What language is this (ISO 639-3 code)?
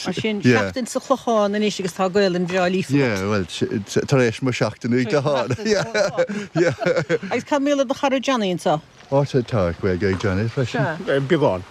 gle